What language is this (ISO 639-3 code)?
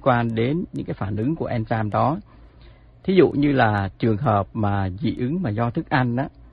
vie